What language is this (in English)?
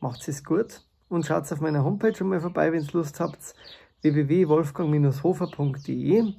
Bavarian